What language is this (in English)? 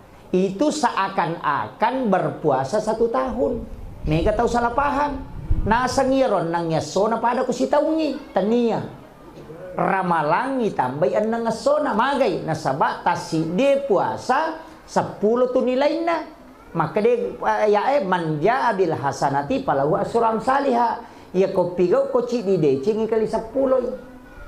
Buginese